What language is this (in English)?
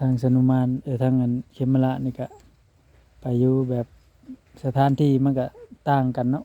Northeastern Thai